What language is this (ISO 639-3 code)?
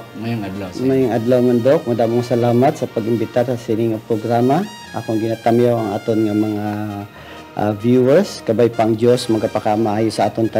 hil